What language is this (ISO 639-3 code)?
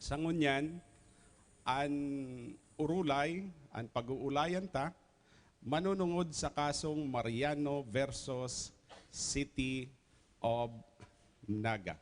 bik